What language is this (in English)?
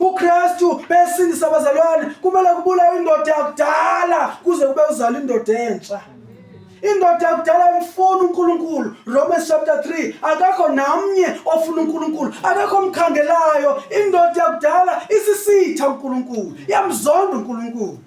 Zulu